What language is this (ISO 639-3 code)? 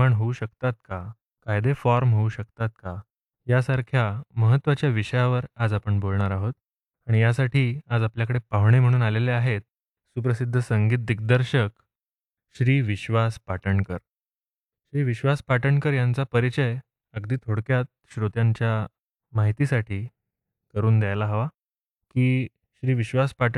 mar